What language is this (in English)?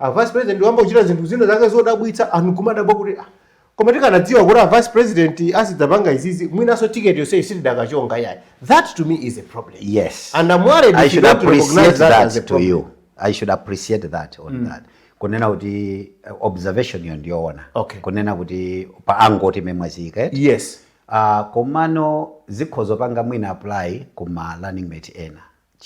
Nyanja